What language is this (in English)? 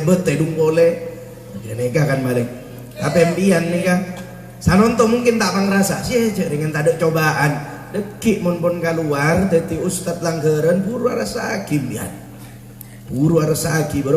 Madurese